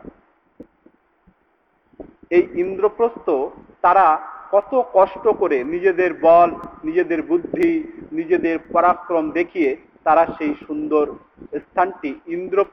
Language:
Bangla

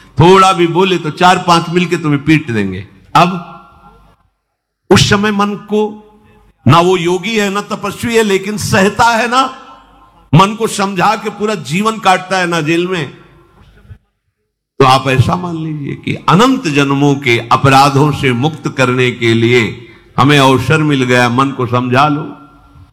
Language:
Hindi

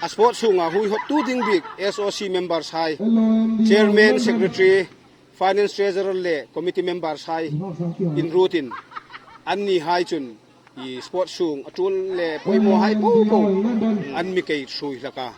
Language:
Hmar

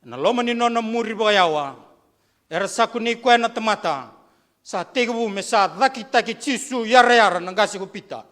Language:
Fijian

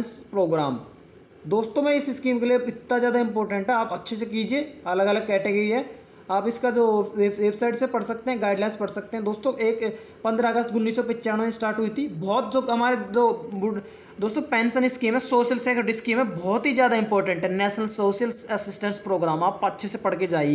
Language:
Hindi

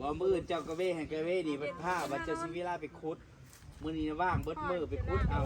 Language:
Northeastern Thai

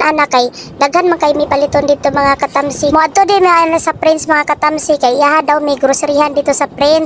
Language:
Cebuano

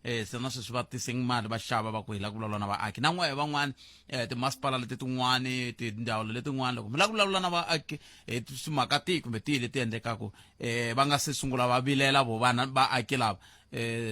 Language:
Tsonga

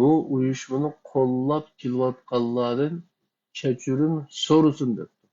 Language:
Uyghur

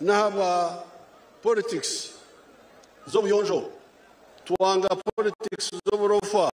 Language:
Nyankole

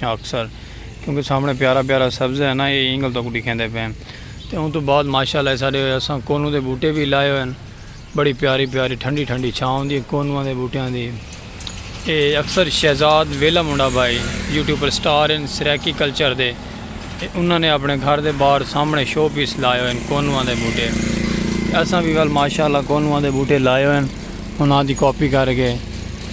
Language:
Saraiki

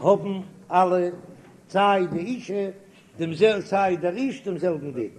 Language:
Yiddish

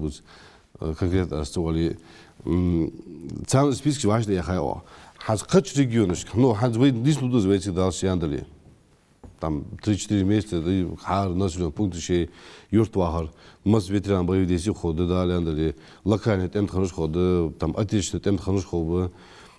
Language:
Ingush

